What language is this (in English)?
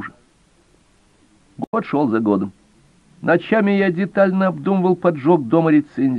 Russian